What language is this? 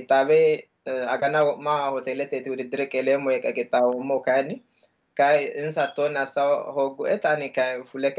Sidamo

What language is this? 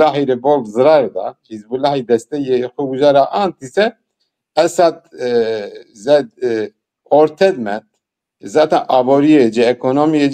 Zaza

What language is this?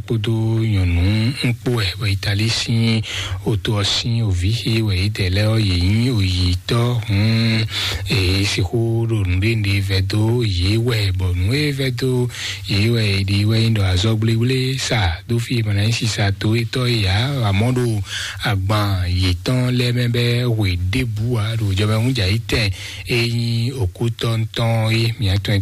Fon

